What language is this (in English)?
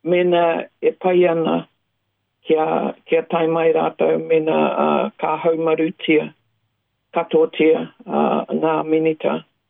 Māori